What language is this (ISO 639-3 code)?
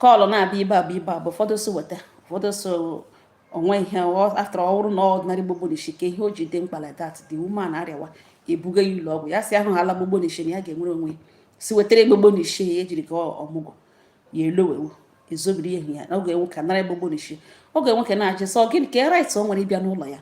ibo